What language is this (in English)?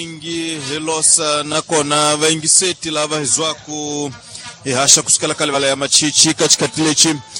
Tsonga